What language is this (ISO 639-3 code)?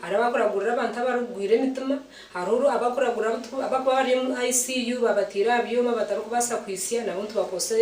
nyn